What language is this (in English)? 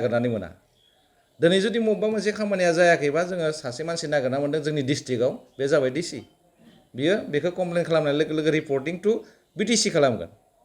Bodo